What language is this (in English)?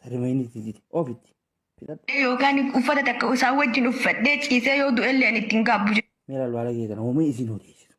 Oromo